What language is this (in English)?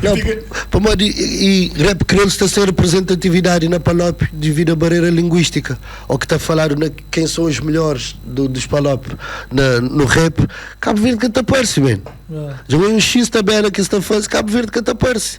Kabuverdianu